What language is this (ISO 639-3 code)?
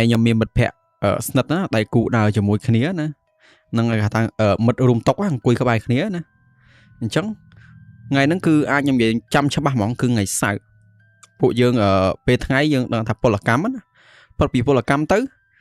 khm